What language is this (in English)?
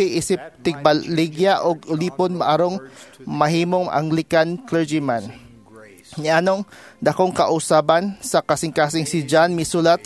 Cebuano